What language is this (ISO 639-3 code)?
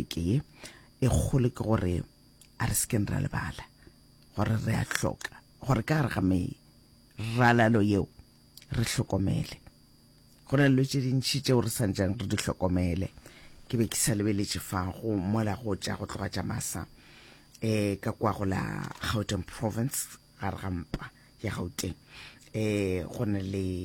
nso